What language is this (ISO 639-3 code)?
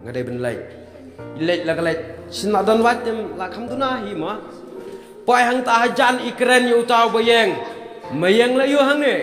kha